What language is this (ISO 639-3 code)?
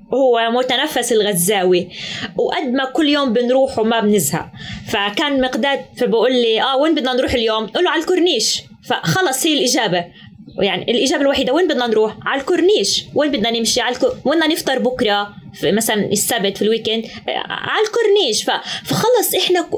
apc